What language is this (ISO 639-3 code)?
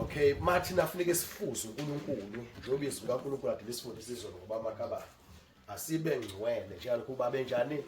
zul